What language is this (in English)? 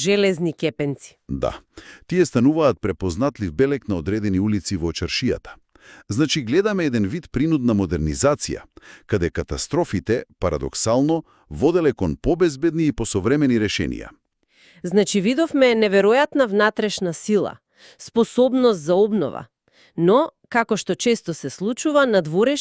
Macedonian